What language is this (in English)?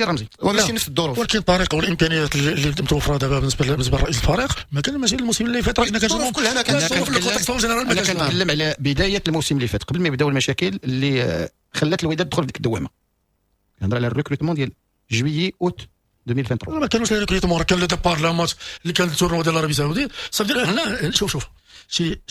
Moroccan Arabic